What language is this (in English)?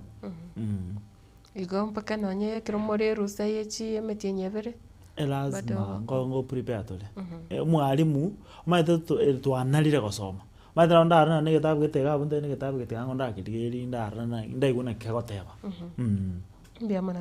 Gusii